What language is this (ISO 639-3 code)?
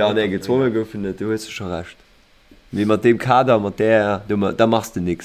ltz